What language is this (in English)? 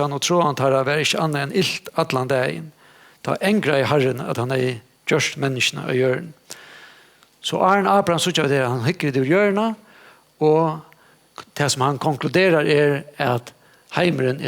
Faroese